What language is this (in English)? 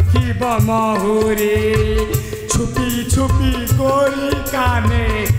Hindi